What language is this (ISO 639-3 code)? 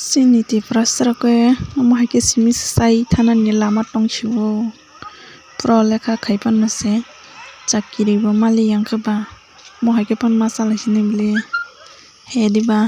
trp